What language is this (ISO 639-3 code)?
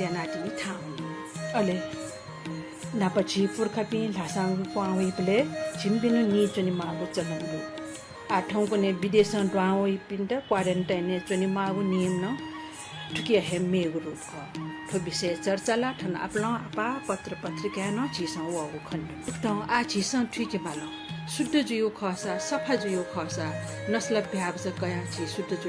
new